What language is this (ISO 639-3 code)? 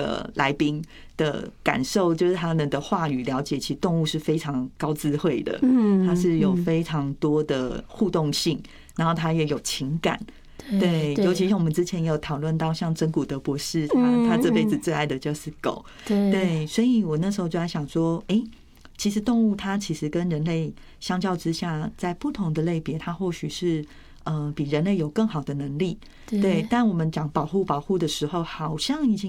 zho